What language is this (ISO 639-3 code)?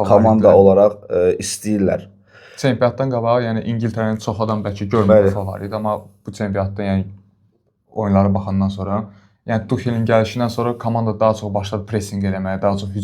aze